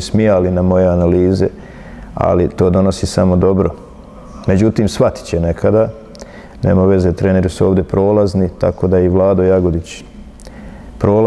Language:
Bosnian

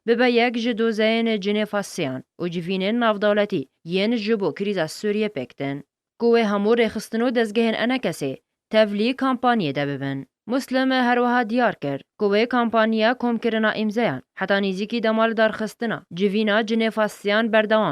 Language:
Kurdish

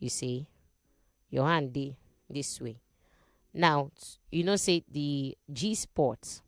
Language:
Nigerian Pidgin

